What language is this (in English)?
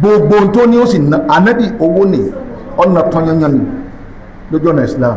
Yoruba